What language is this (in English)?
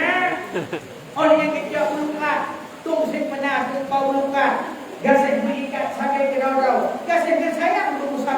Achinese